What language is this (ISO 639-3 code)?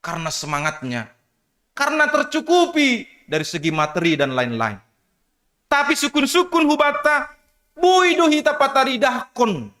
bts